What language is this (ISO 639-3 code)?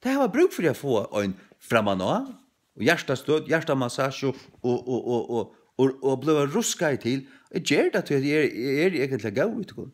fao